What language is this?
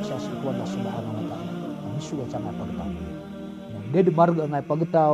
Maranao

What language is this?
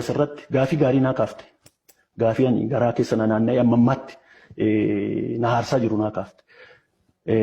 Oromo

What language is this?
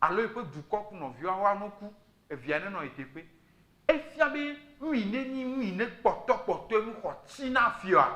Ewe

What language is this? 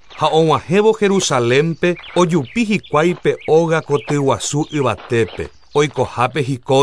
Guarani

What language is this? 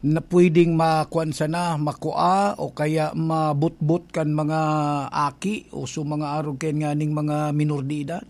Bikol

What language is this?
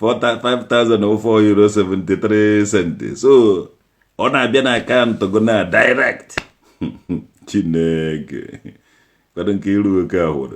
Igbo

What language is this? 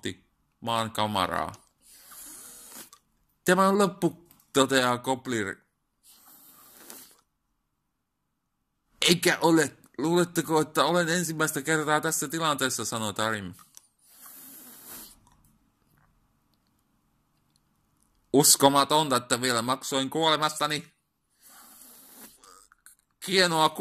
Finnish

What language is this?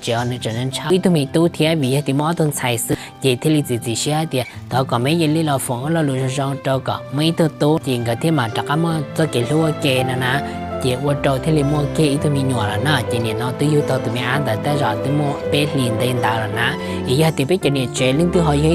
Hmong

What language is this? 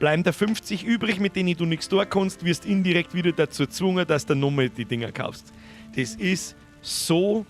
Bavarian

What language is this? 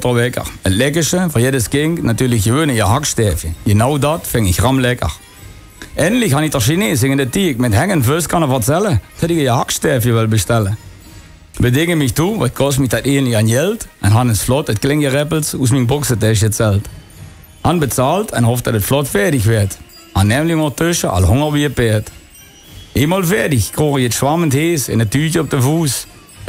Limburgish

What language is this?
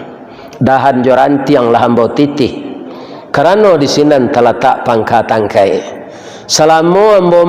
Minangkabau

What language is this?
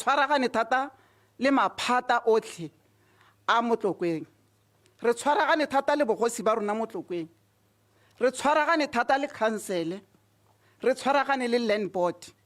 Tswana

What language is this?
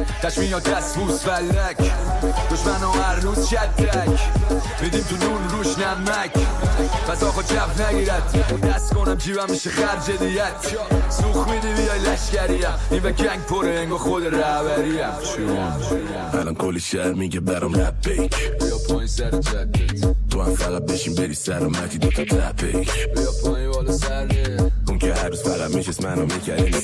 Persian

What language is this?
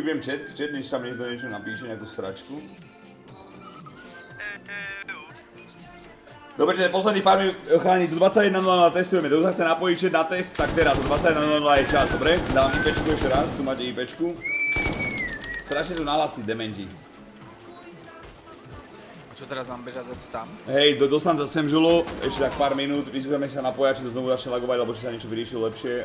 Slovak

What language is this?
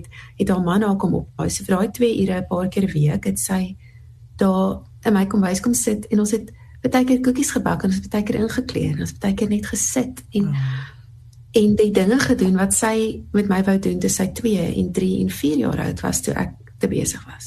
Afrikaans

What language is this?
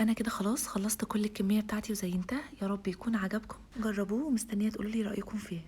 Egyptian Arabic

